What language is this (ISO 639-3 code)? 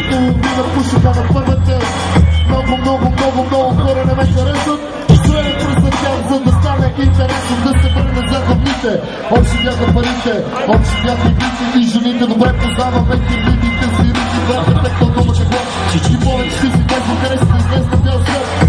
bul